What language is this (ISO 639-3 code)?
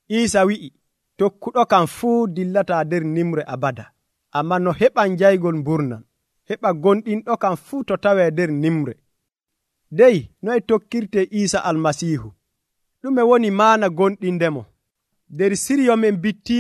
fuv